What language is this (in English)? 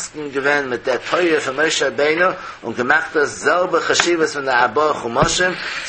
Yiddish